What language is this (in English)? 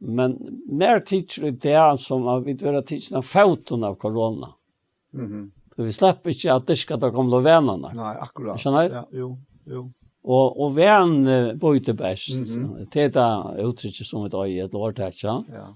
Faroese